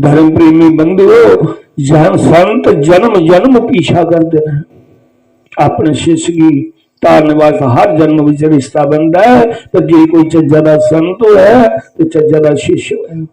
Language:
Dogri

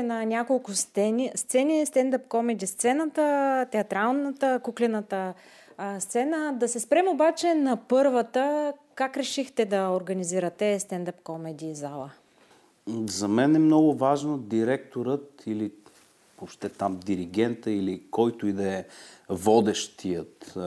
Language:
Bulgarian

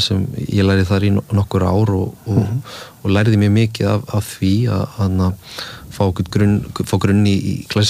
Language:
Icelandic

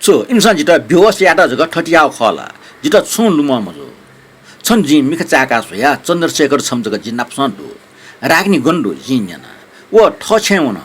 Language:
Newari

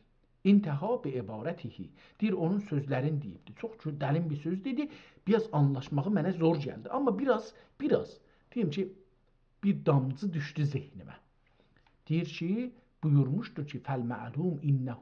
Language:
South Azerbaijani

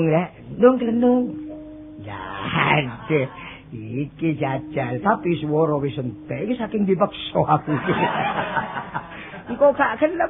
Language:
Javanese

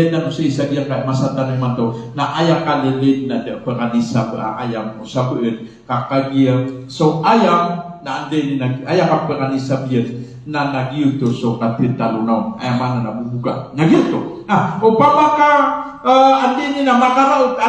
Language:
Maranao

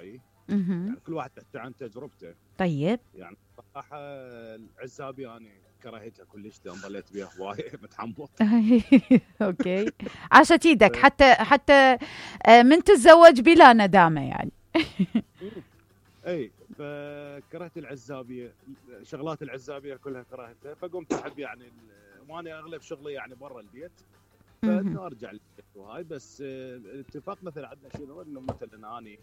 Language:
Mesopotamian Arabic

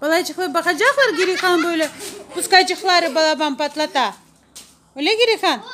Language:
Crimean Tatar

